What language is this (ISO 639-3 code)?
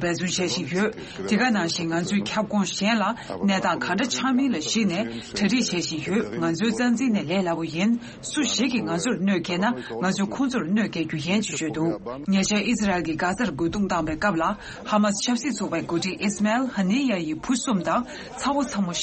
bod